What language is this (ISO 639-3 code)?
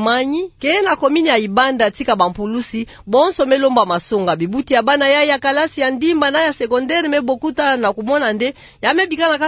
ktu